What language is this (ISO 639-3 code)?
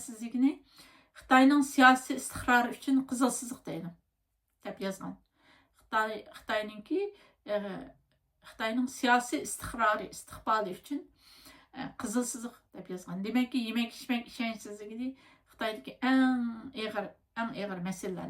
uig